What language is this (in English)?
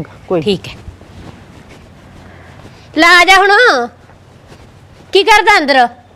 Punjabi